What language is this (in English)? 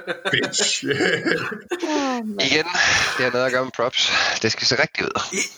Danish